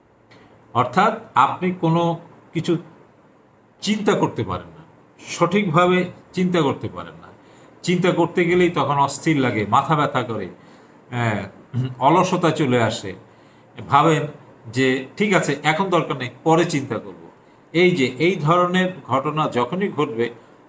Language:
Bangla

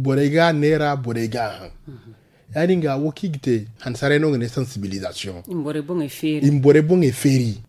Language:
Zarma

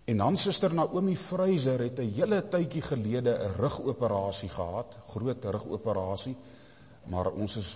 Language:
Afrikaans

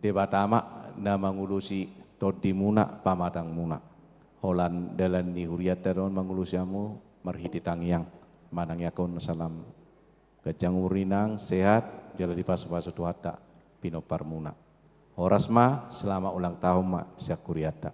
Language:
Batak Toba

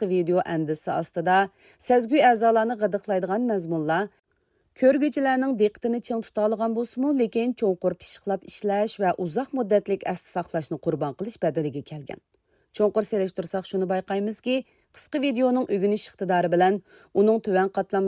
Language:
Uyghur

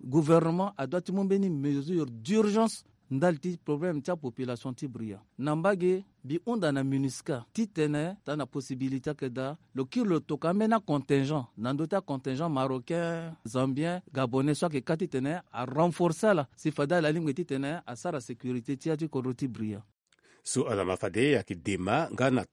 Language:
Sango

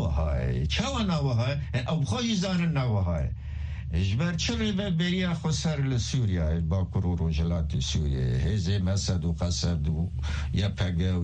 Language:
Kurdish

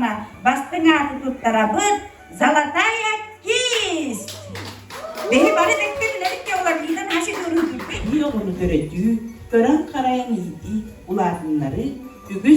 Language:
Yakut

